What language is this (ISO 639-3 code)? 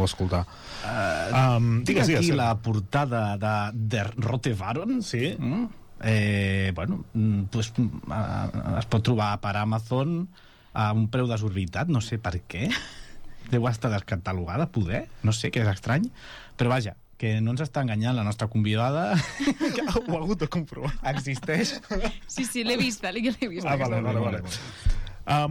cat